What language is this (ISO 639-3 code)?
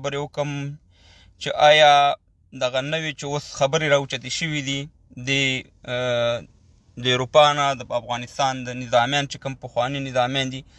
pus